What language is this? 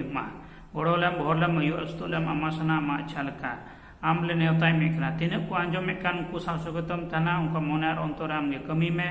Santali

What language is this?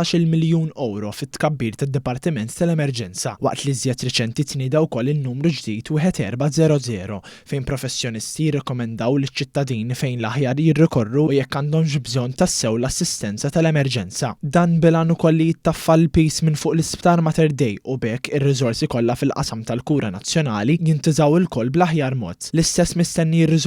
Maltese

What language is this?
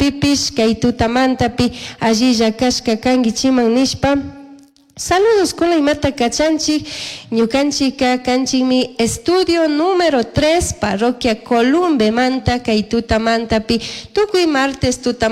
Chimborazo Highland Quichua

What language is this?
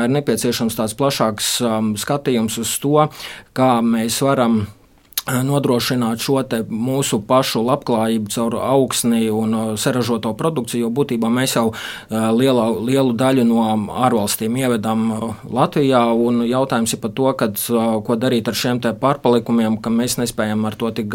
Latvian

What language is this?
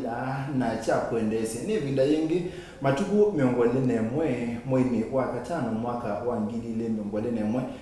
Kamba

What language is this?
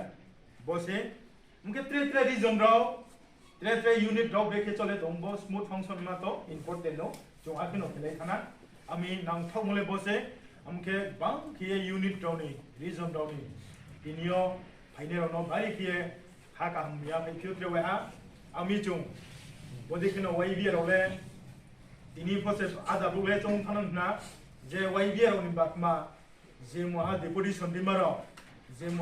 Riang (India)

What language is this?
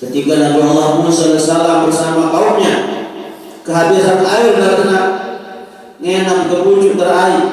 Sasak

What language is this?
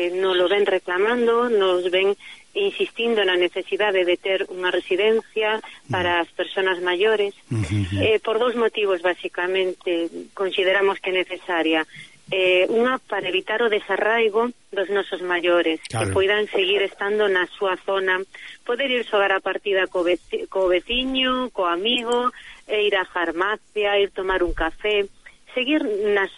Galician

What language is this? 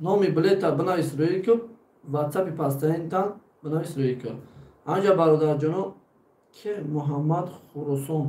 Tajik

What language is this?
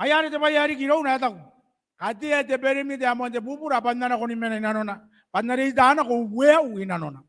Gilbertese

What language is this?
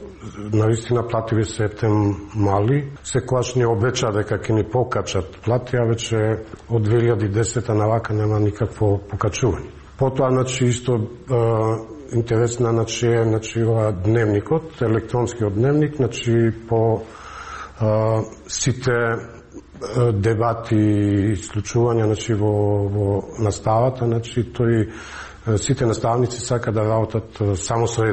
Macedonian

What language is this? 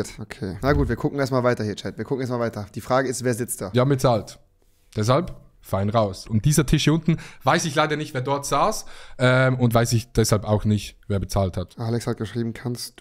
German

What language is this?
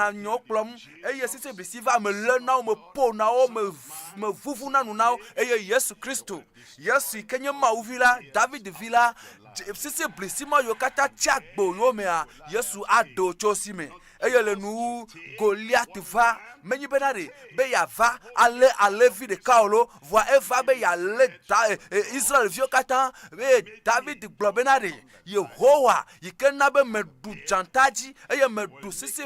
Ewe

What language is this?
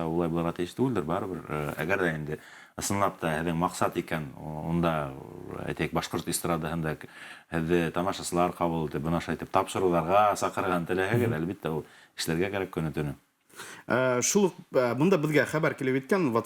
Bashkir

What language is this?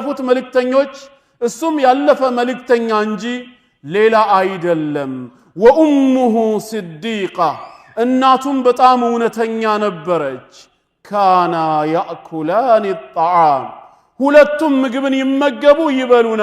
Amharic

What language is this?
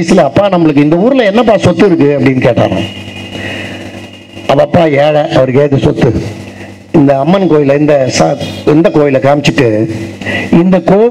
Tamil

